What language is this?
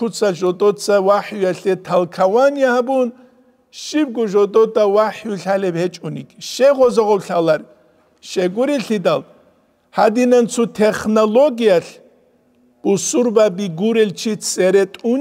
Avaric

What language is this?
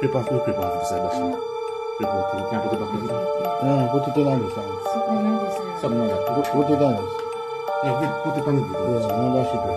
Jamaican Creole English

